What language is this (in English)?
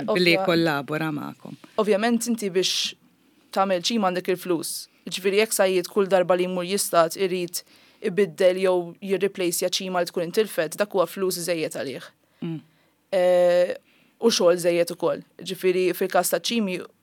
Maltese